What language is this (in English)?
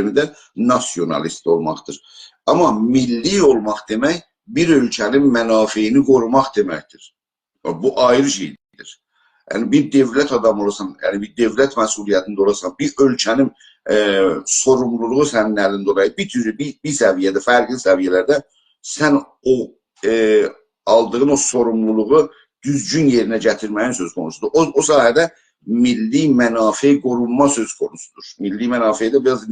South Azerbaijani